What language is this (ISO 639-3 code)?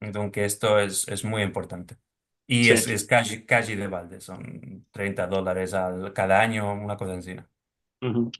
lad